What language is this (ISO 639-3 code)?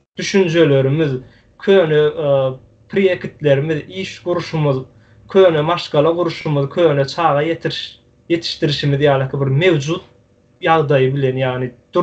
tuk